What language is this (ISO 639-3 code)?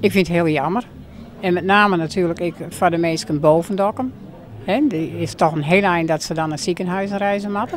fry